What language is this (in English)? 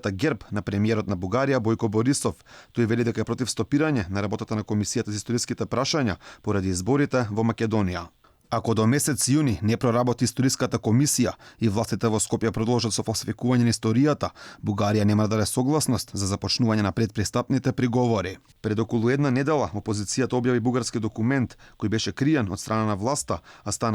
Macedonian